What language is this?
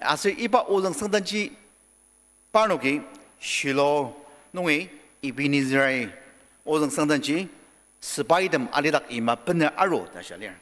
Ao Naga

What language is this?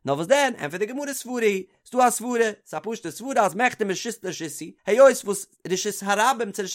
Yiddish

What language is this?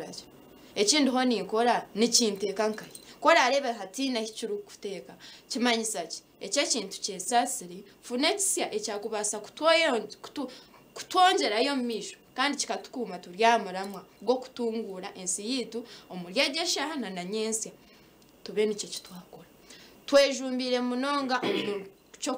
Nyankole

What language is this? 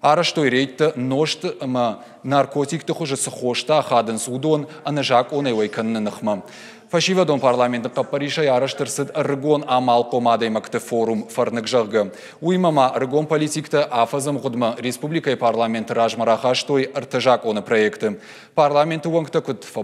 Ossetic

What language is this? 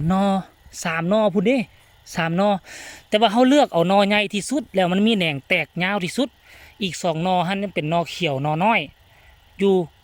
Lao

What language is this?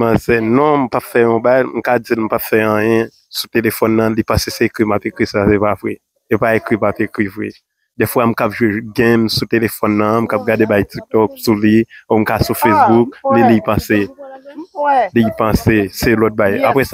Haitian Creole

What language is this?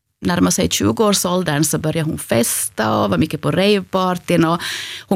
Swedish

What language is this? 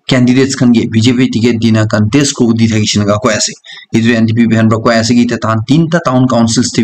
Naga Pidgin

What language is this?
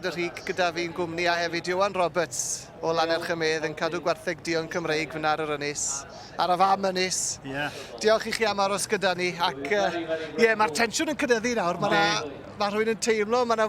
Welsh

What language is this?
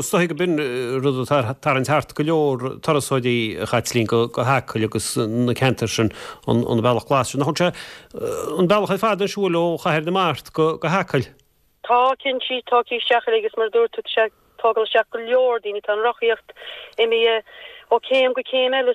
Irish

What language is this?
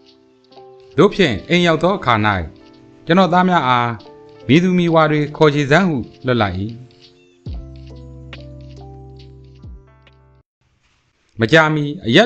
Burmese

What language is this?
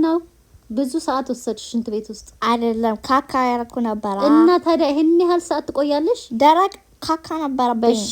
Amharic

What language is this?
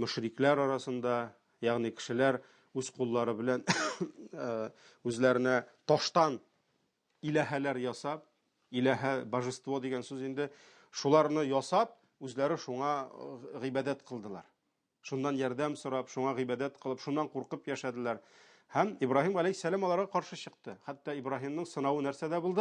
Tatar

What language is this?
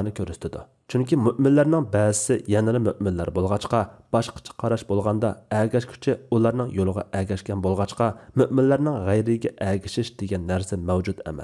Uyghur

